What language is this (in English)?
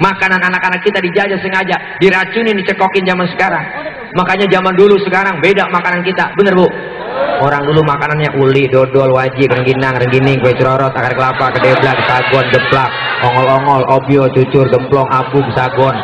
Betawi